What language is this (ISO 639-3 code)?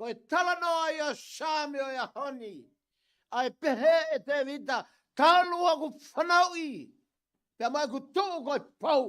ton